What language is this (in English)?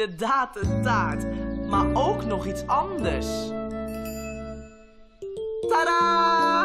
Dutch